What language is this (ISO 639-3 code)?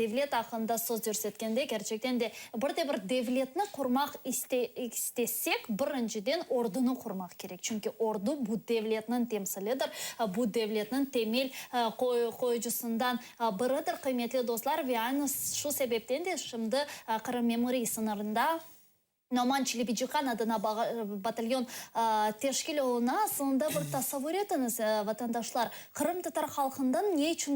crh